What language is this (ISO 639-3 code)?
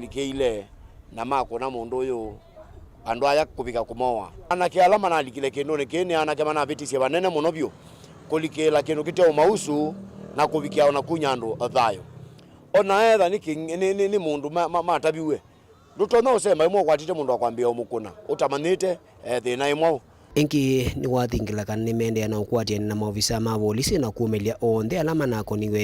kam